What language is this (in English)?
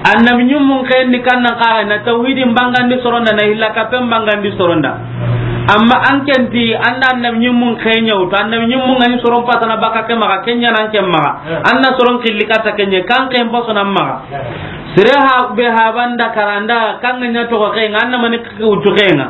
Soninke